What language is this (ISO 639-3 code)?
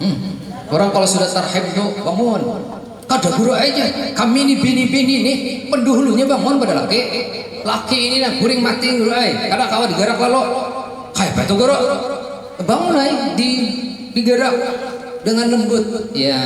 bjn